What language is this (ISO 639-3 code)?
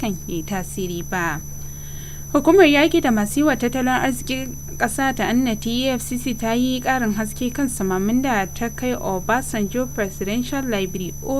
hau